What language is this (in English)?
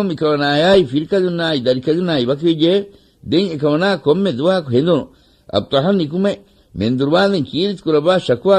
Divehi